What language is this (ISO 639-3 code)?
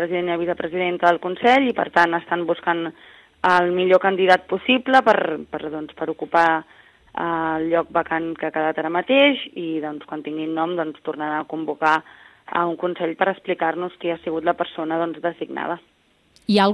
cat